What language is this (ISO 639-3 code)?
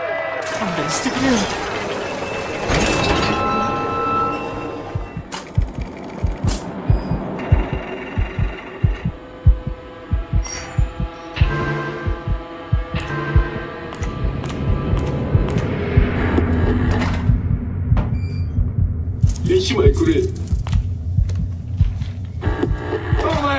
jpn